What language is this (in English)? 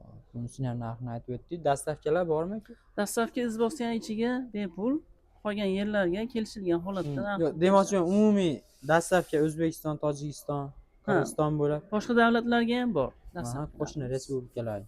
Uzbek